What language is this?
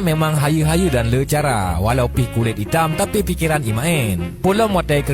Achinese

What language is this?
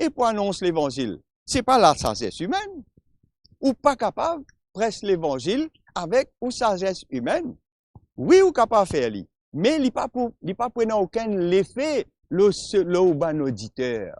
Morisyen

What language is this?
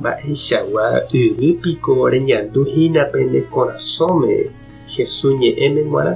Guarani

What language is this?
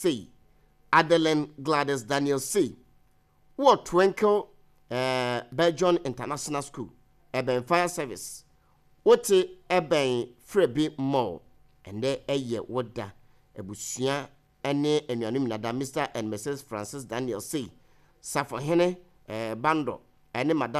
Akan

